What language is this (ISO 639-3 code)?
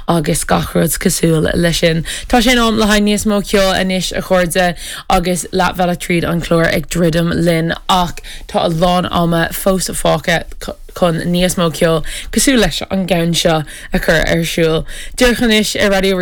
gle